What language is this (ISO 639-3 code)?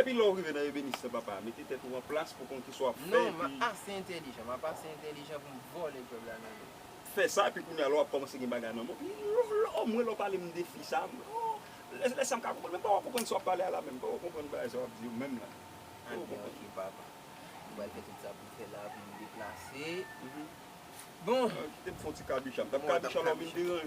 hat